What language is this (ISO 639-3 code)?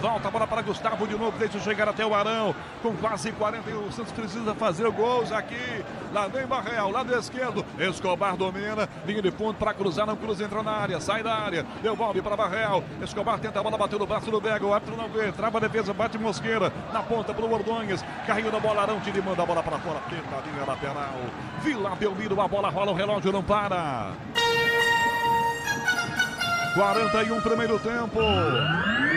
por